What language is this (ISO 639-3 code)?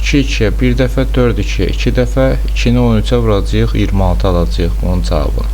aze